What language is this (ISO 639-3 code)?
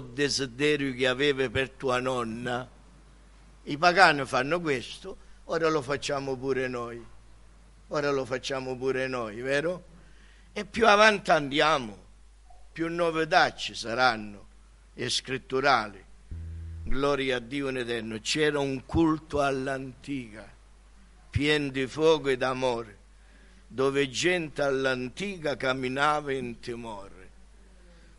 ita